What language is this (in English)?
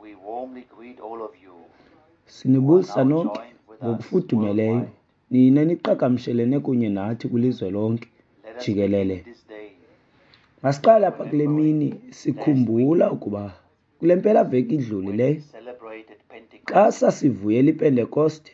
Xhosa